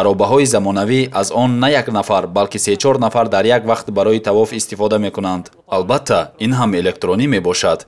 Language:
Tajik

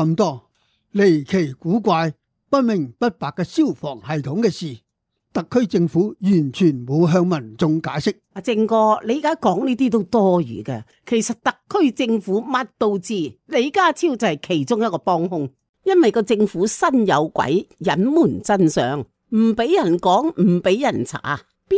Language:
Cantonese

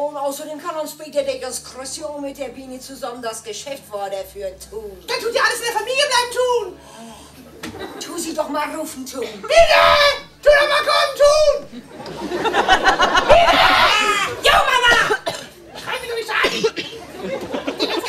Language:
German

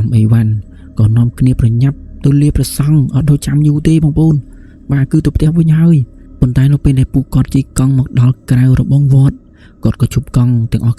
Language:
Khmer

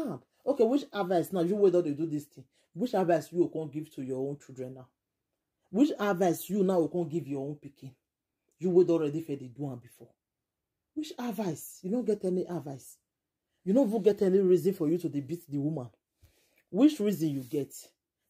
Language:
Nigerian Pidgin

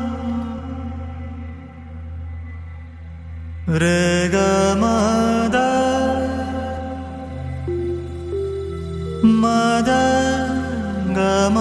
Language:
Kannada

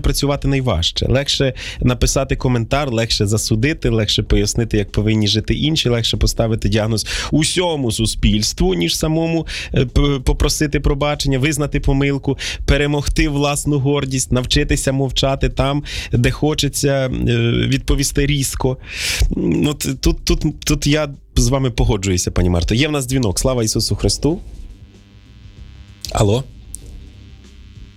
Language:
Ukrainian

